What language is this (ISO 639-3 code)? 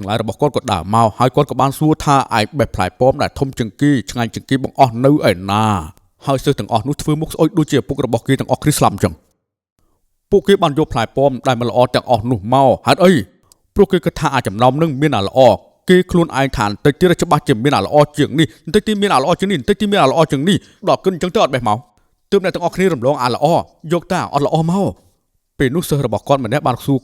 khm